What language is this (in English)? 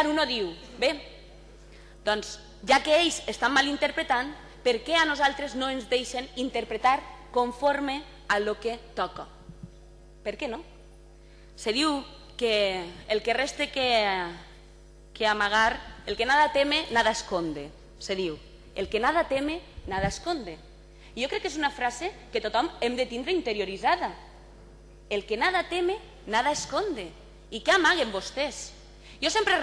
Catalan